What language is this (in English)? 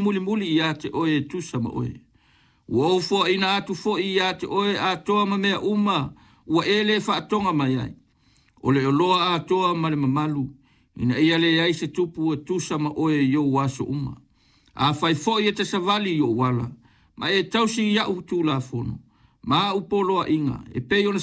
Samoan